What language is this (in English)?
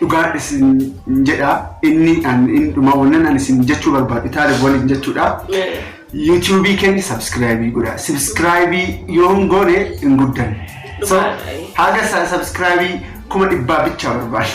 Oromo